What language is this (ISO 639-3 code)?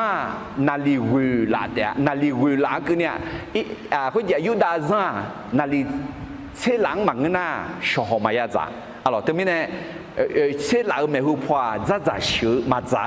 ahk